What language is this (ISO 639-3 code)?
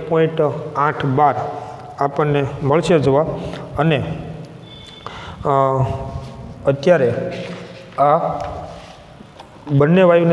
guj